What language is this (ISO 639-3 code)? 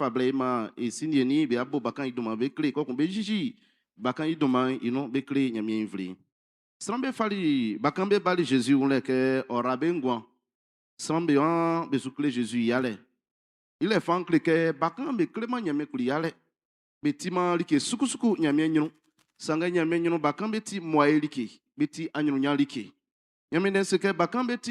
bci